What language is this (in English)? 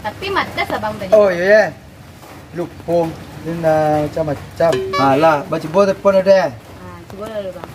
Minangkabau